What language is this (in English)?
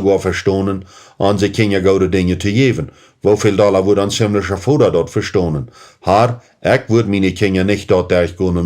Plautdietsch